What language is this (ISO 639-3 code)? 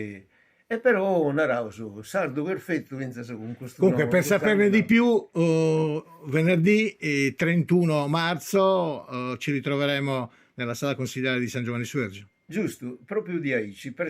srd